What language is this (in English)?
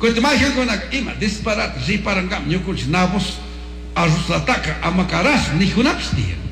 Chimborazo Highland Quichua